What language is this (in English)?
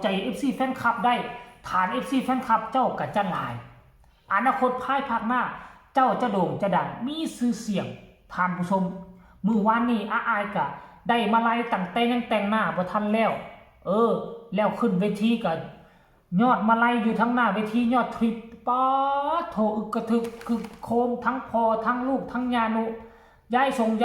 Northeastern Thai